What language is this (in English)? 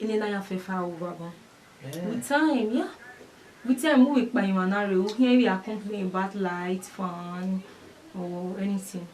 Bini